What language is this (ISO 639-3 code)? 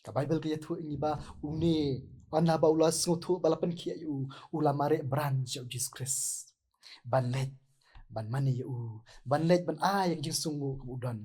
kha